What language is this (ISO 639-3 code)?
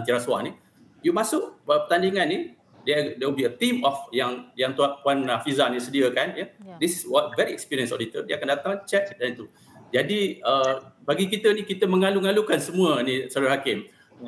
msa